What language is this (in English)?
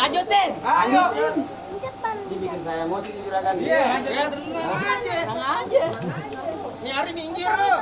Betawi